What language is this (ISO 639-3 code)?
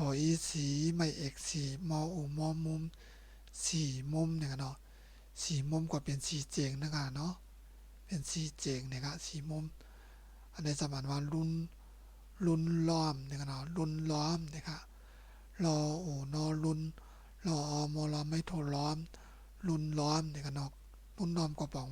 shn